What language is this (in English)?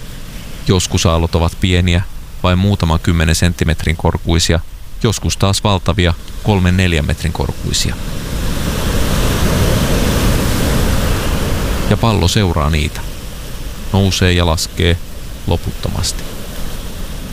Finnish